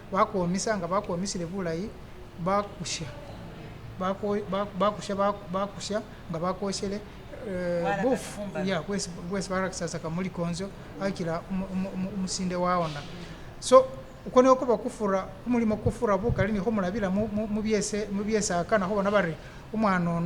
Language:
Masaaba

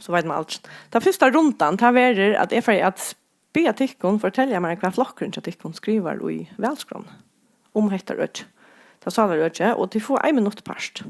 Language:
Faroese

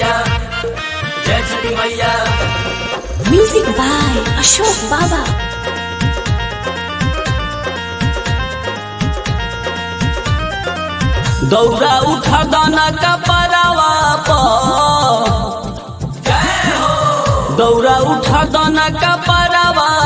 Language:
Bhojpuri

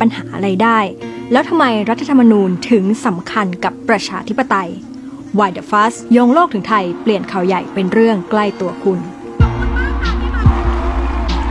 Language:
Thai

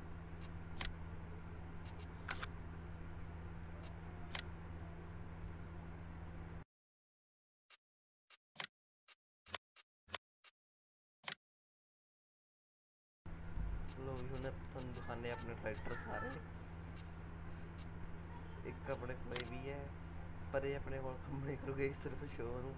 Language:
Punjabi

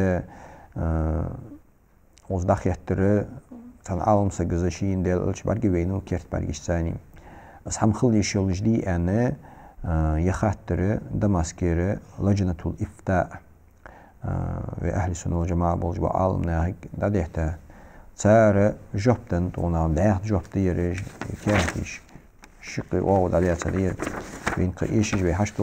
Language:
Ingush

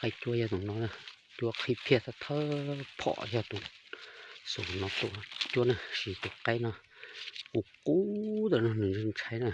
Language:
Hmong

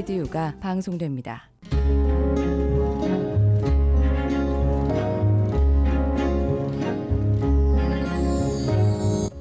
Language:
Korean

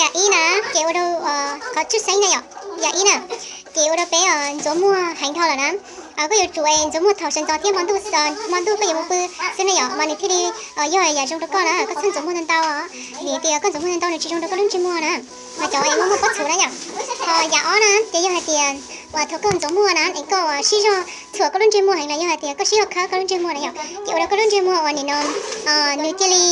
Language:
Hmong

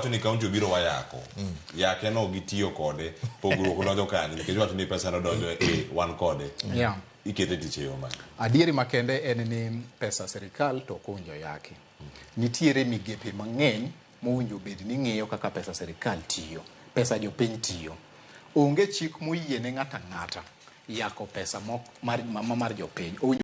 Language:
Luo (Kenya and Tanzania)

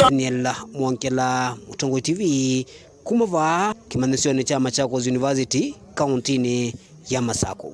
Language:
Kamba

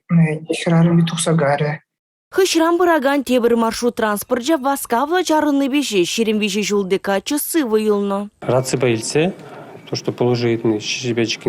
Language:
Chuvash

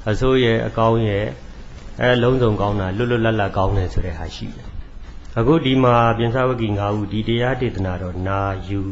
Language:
Burmese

